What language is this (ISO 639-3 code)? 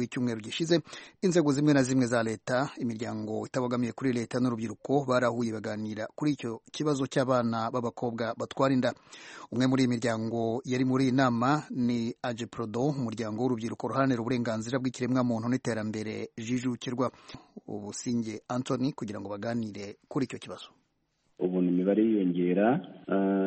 kin